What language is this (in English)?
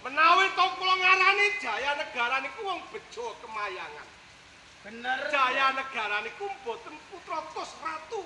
Javanese